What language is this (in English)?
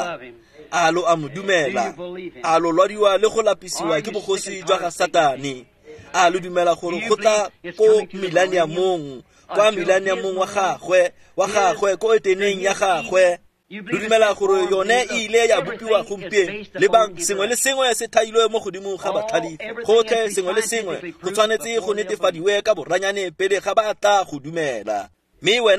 Tswana